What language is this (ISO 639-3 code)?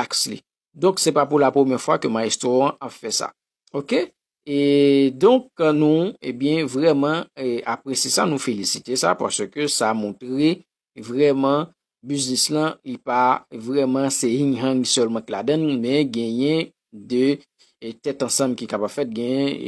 hat